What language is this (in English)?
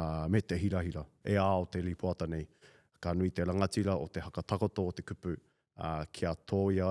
Māori